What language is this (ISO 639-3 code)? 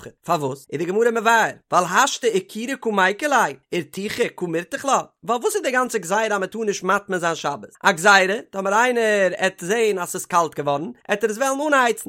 yid